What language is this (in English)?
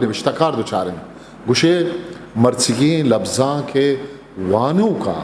Eastern Balochi